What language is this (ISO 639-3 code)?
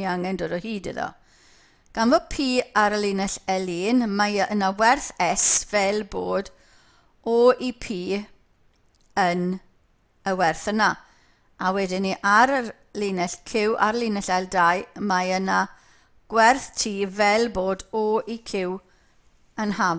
cym